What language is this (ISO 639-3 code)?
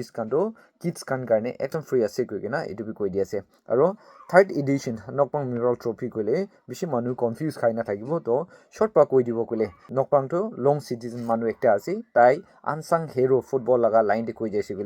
nag